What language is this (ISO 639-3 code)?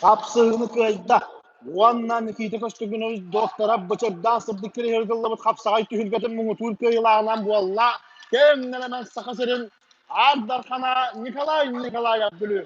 sah